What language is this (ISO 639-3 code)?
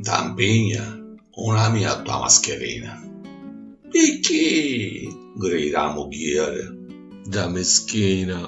scn